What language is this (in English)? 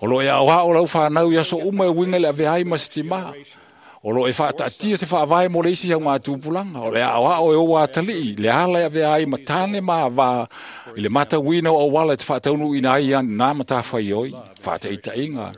Samoan